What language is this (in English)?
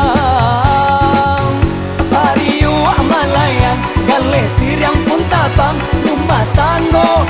Minangkabau